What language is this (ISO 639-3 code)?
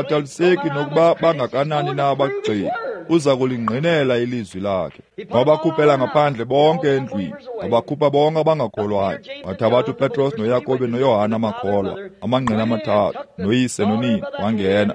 xho